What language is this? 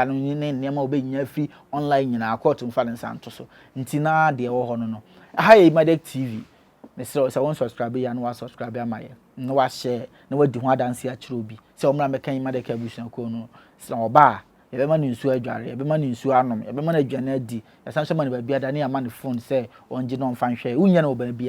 Akan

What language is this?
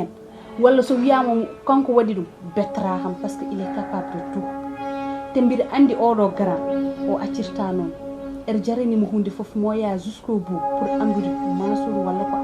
Fula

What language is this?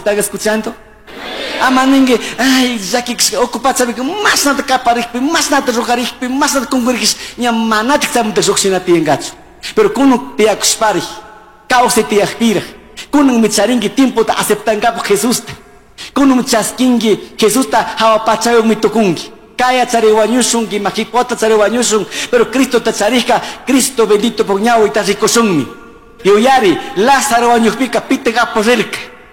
Chimborazo Highland Quichua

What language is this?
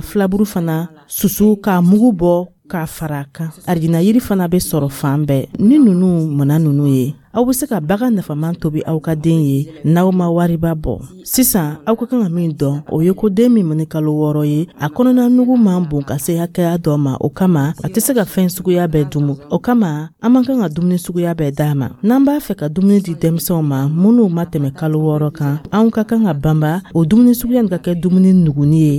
Dyula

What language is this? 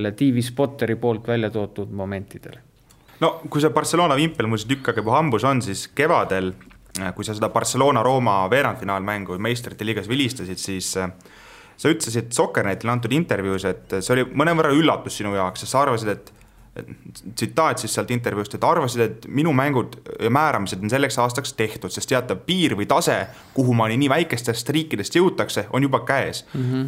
Estonian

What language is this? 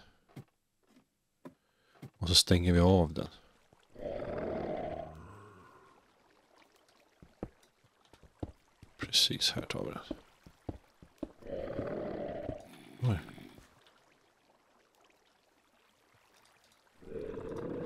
Swedish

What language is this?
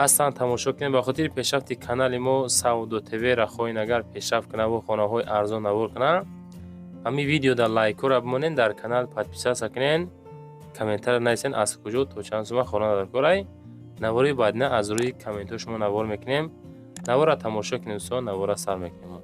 Tajik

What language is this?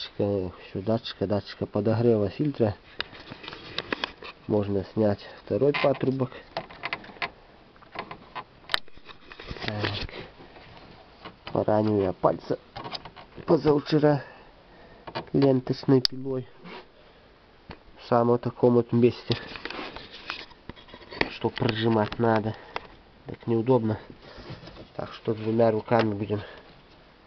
Russian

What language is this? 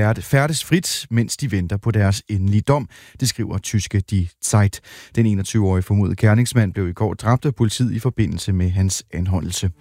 Danish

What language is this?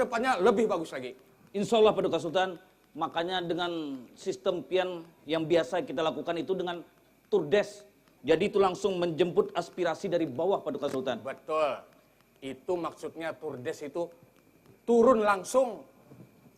Banjar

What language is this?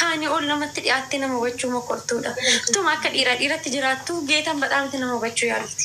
Oromo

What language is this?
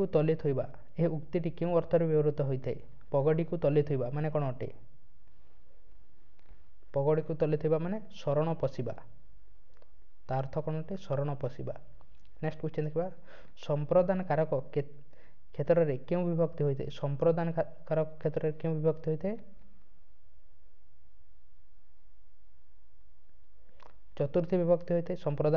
Odia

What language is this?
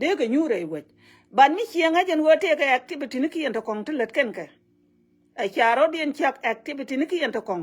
Nuer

